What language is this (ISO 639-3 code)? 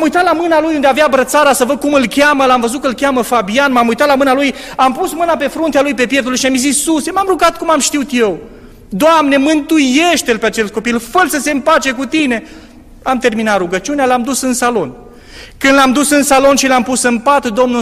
ron